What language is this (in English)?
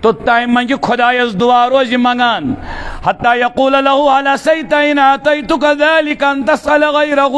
Kashmiri